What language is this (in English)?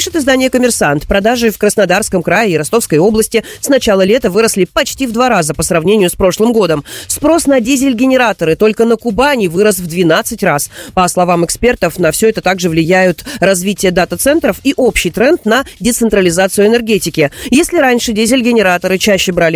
Russian